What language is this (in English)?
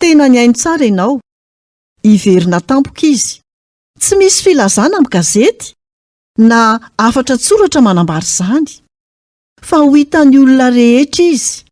Malagasy